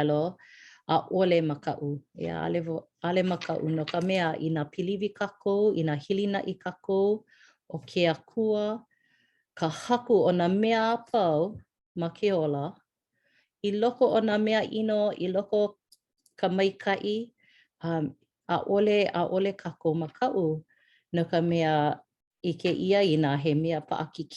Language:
Hawaiian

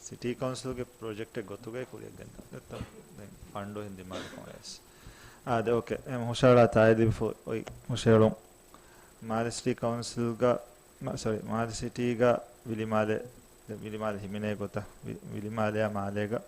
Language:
Divehi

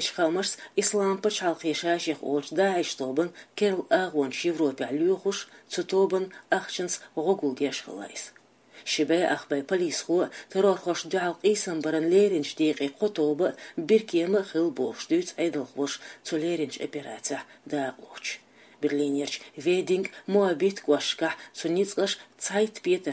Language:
Chechen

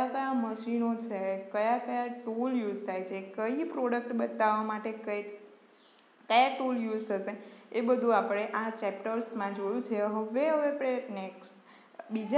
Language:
Gujarati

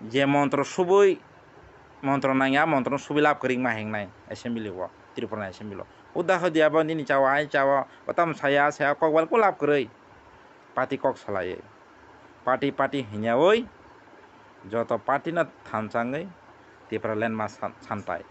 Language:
Kok Borok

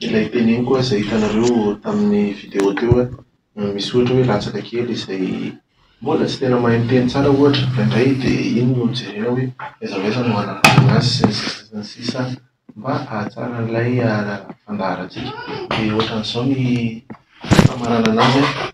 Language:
Malagasy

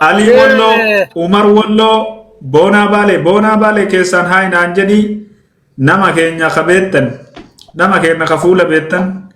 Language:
Oromo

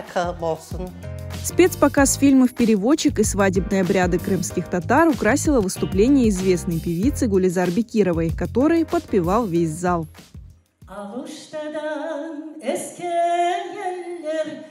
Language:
Crimean Tatar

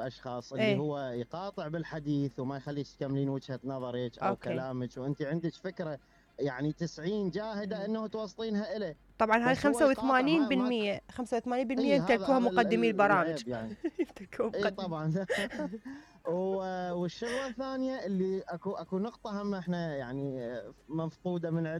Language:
Mesopotamian Arabic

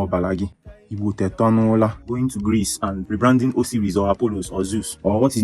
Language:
Igbo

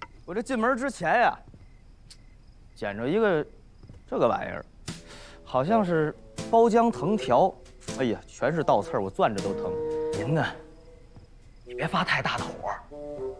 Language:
Chinese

